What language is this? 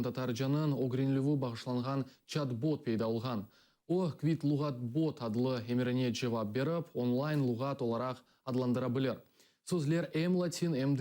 Crimean Tatar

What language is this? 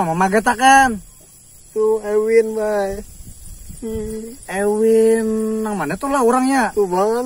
Banjar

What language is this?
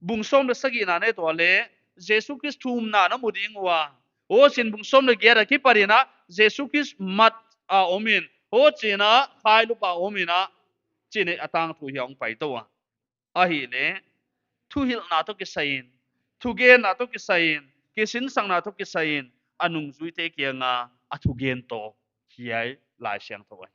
Paite Chin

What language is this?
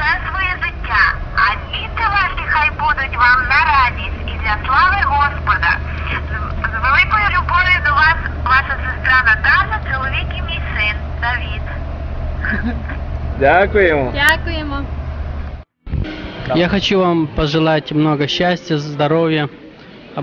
Ukrainian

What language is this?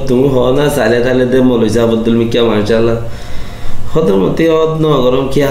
Rohingya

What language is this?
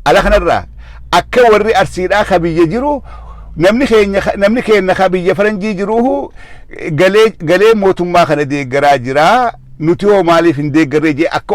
Oromo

